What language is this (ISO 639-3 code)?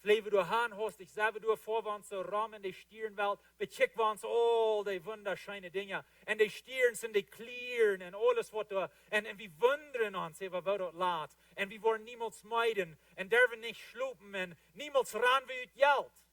pdt